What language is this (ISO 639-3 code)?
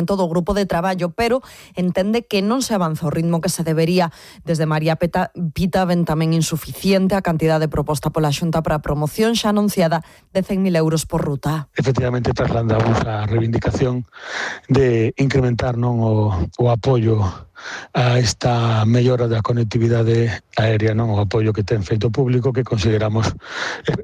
glg